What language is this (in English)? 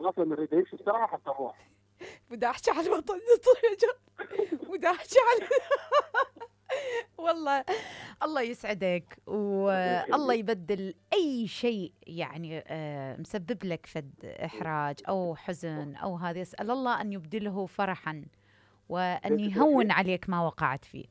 Mesopotamian Arabic